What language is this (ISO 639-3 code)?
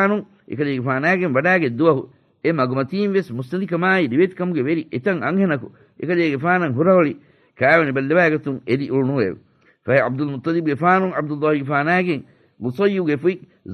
div